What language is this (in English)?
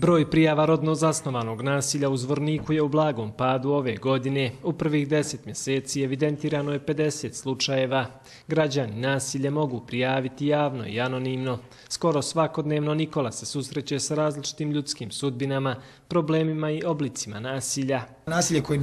Bosnian